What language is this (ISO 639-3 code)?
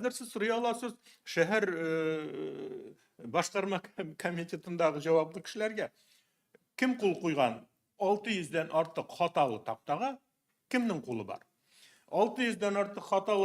tat